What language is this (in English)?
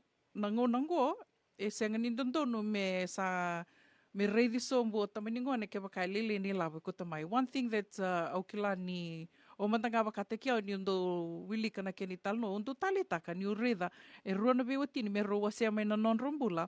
Fijian